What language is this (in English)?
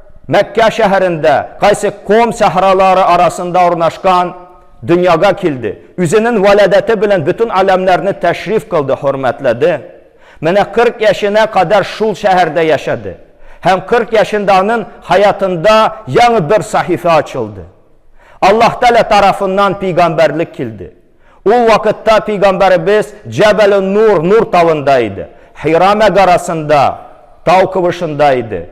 Tatar